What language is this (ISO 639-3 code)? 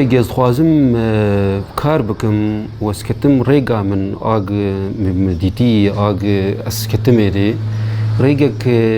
kur